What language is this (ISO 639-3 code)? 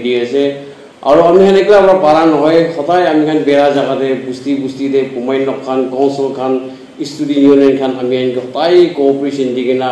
nag